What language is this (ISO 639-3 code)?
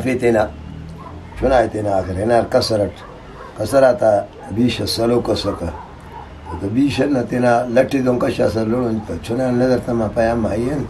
brh